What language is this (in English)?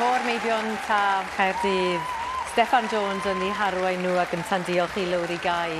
Welsh